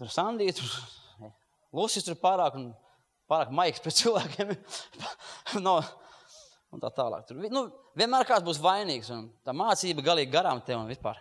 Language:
Latvian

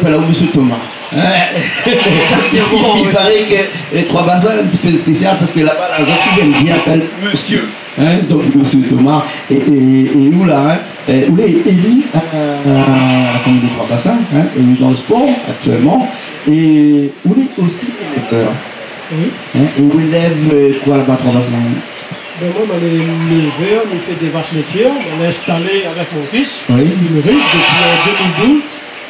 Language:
Réunion Creole French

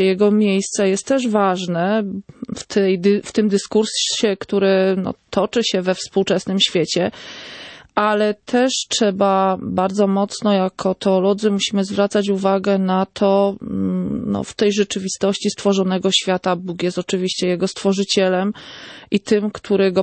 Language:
Polish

